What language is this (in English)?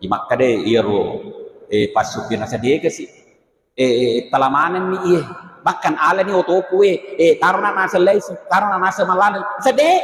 Buginese